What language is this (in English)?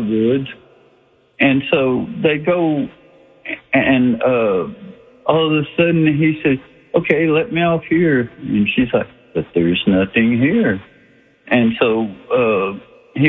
English